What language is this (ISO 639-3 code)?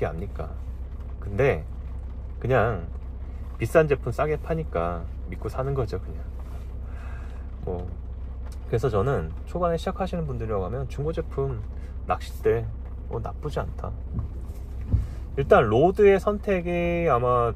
kor